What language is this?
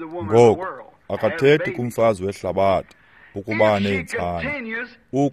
Xhosa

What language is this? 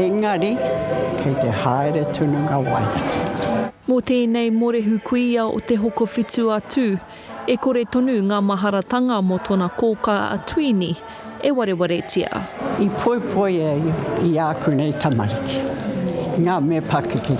Māori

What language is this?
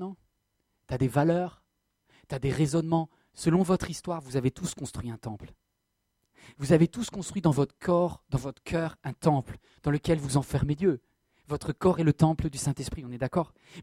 French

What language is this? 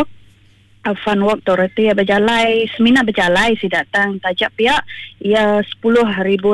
Iban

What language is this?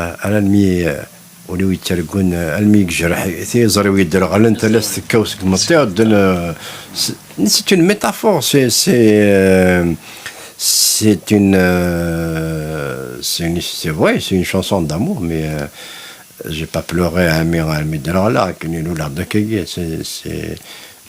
Kabyle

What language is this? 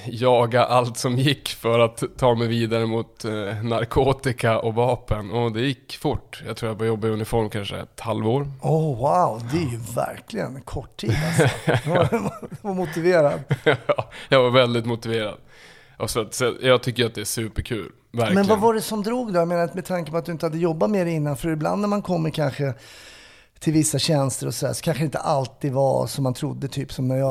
Swedish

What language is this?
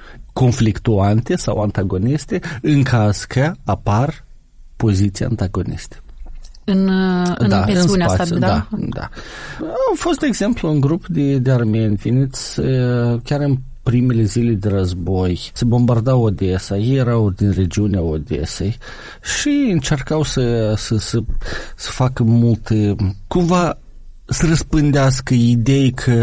Romanian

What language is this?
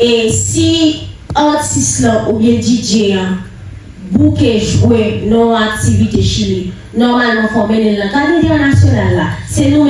Haitian Creole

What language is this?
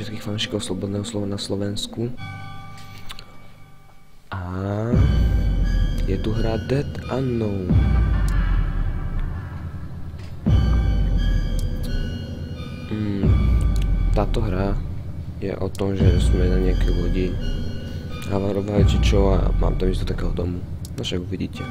Slovak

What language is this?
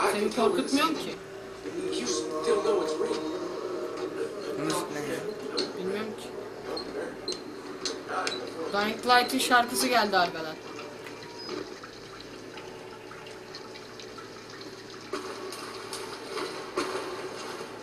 Turkish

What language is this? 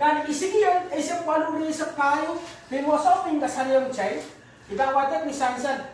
Pohnpeian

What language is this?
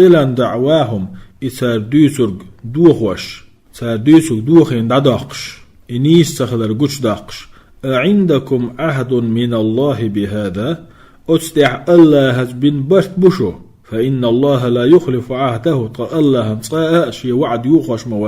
Chechen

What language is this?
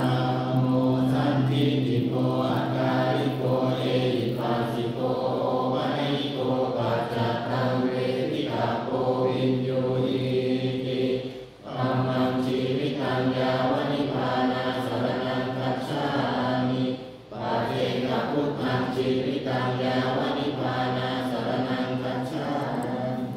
Pali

